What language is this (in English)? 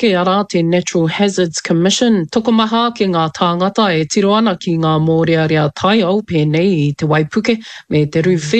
Māori